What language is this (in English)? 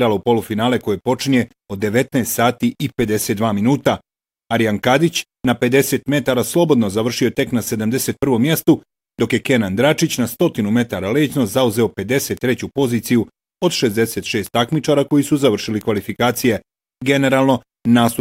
Bosnian